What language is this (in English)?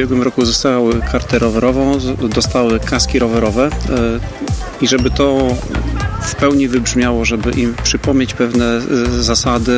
Polish